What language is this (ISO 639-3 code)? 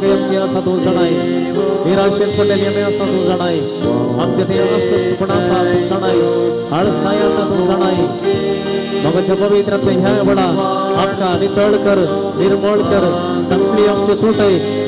kok